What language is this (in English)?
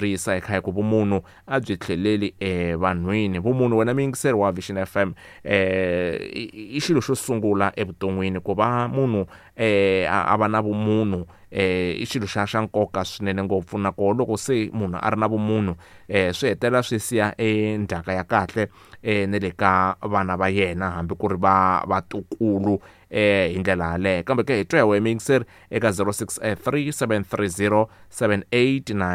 Tsonga